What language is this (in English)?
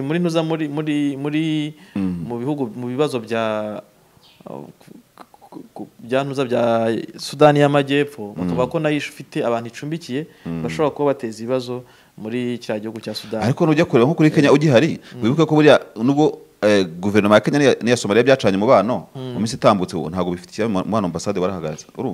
Kinyarwanda